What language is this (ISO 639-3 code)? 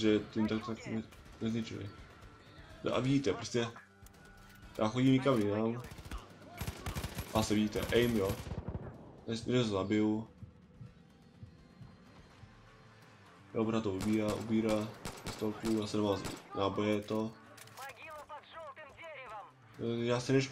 ces